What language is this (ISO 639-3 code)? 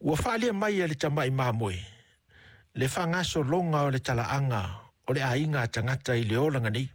smo